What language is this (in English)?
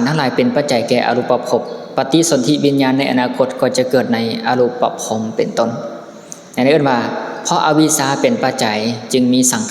Lao